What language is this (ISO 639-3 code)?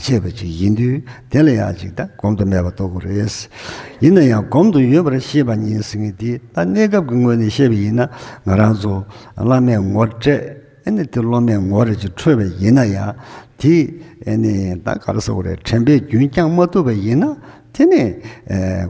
bod